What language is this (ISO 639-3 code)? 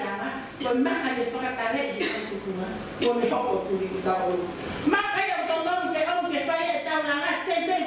ton